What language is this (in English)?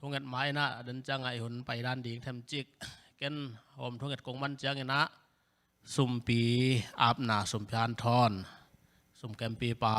Tedim Chin